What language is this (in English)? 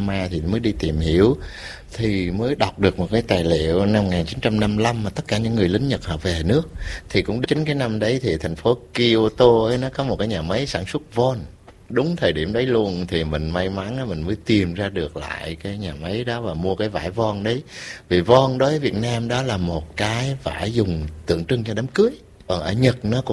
Vietnamese